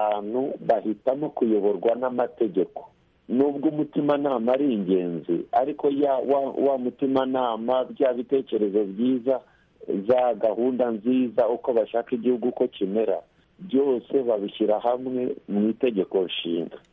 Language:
Kinyarwanda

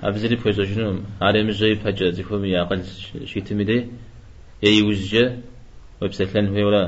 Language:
Kabardian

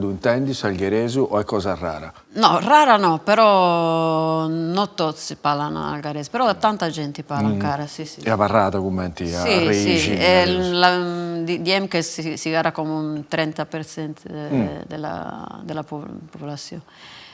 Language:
Sardinian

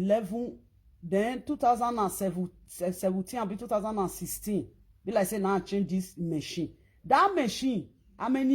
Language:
Nigerian Pidgin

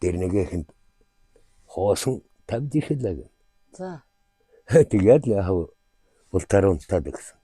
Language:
Mongolian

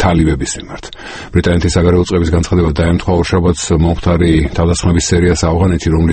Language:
Georgian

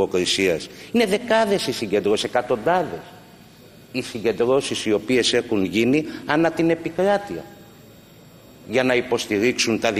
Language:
Greek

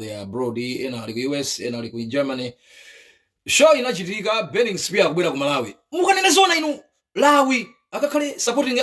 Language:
Nyanja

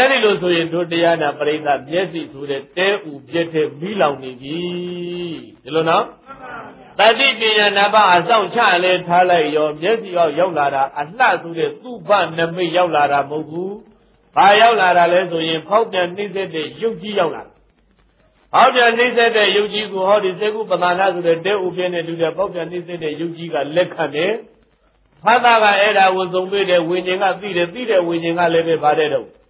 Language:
Burmese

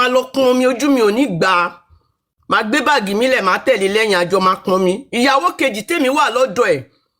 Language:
Yoruba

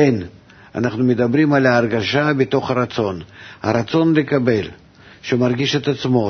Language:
Hebrew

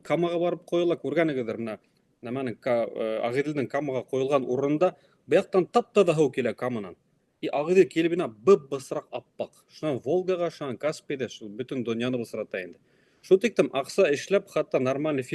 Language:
Bashkir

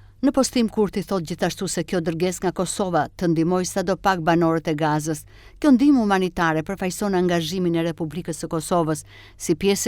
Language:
Albanian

